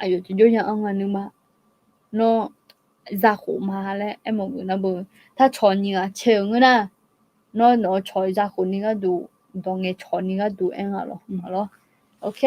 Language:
Akha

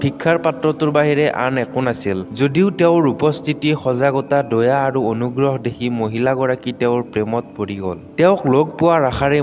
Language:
Assamese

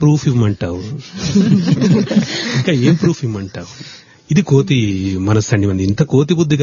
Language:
Telugu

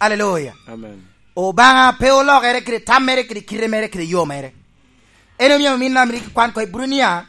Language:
Lango (Uganda)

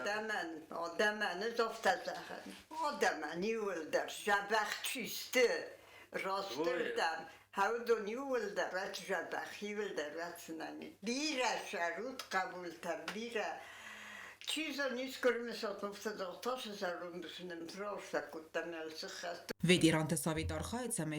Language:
Ossetic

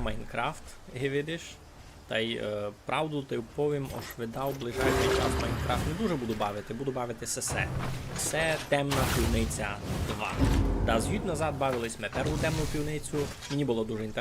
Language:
Rusyn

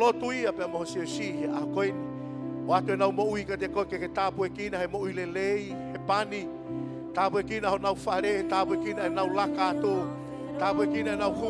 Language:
Tongan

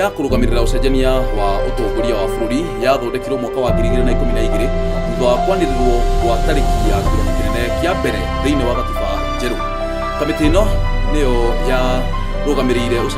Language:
Kikuyu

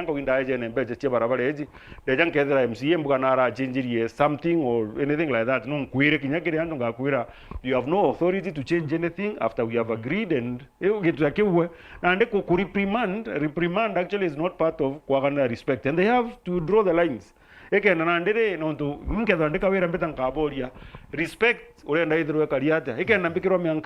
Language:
Meru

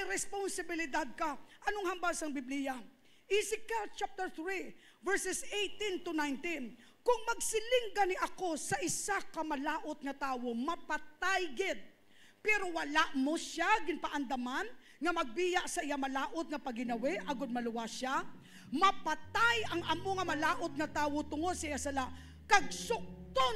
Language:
Hiligaynon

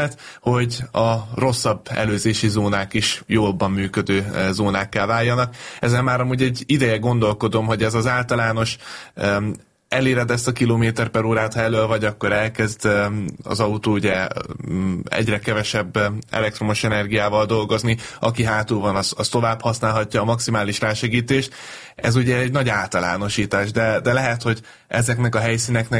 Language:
Hungarian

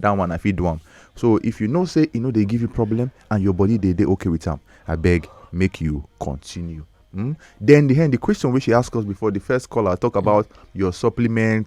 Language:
Nigerian Pidgin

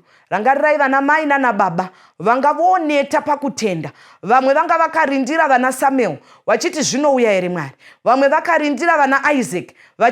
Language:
Shona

